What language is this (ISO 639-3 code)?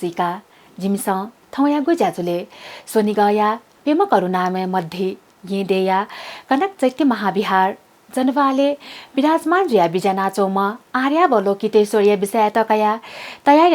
new